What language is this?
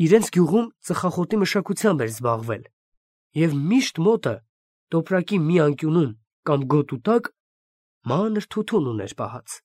Armenian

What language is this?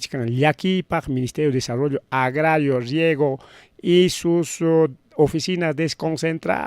Ayacucho Quechua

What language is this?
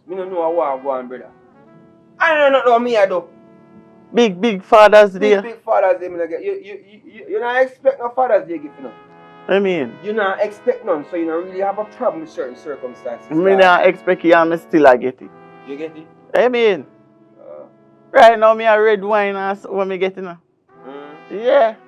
Jamaican Creole English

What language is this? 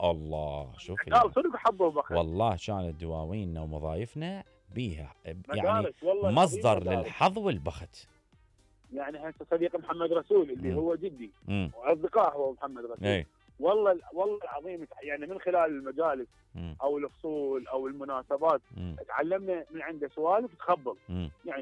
Mesopotamian Arabic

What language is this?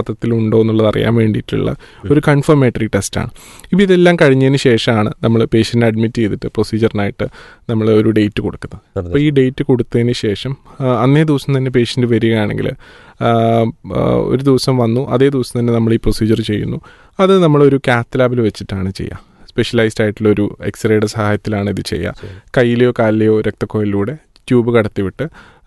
Malayalam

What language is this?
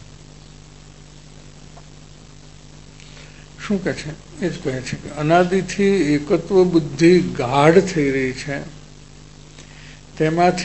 Gujarati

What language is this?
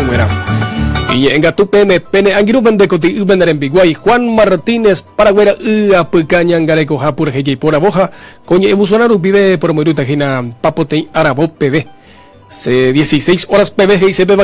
Guarani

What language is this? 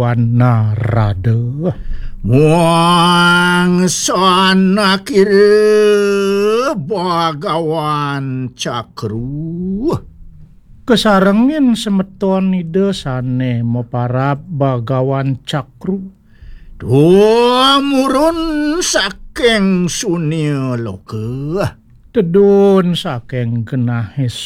Balinese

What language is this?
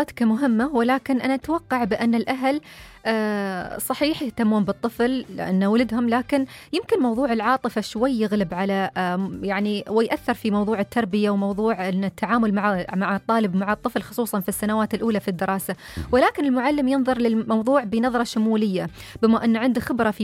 Najdi Arabic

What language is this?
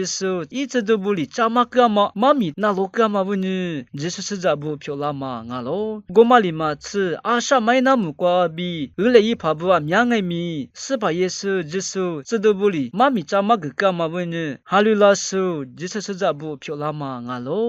Lisu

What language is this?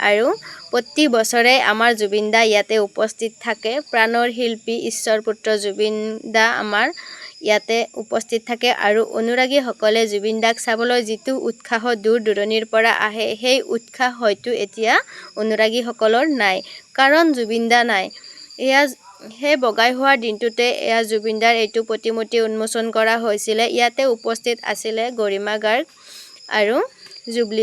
Assamese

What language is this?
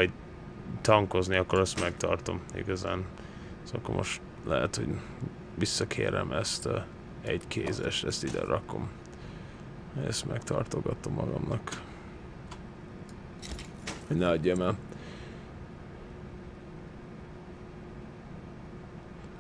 Hungarian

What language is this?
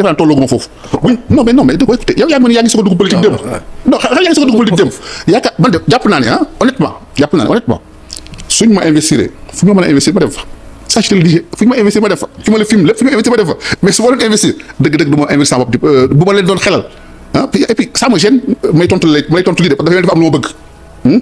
Wolof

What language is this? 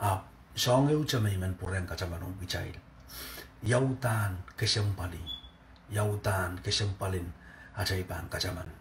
Pohnpeian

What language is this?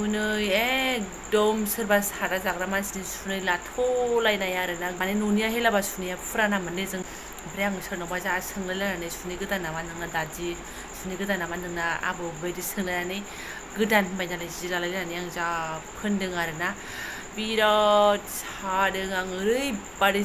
Bodo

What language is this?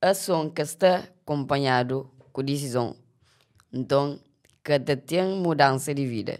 Kabuverdianu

